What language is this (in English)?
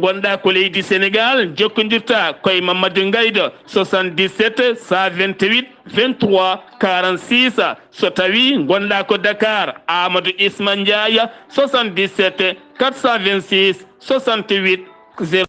Fula